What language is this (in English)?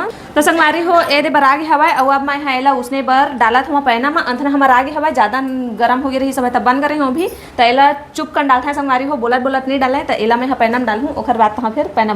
Chhattisgarhi